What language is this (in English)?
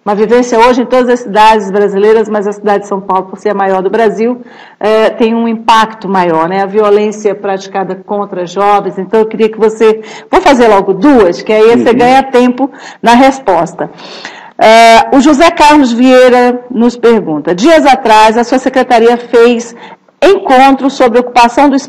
Portuguese